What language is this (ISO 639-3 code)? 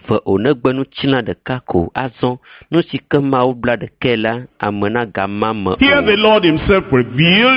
ewe